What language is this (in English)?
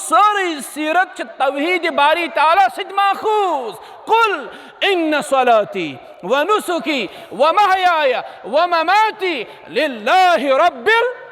Kashmiri